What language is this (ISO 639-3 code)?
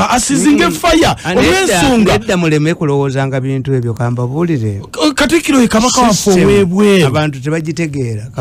lug